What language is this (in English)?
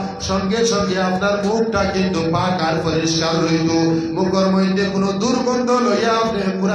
Sylheti